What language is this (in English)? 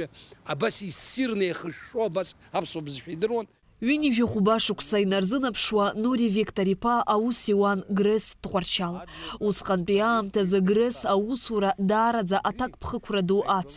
Abkhazian